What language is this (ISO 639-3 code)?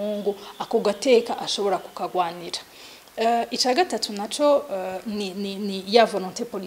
run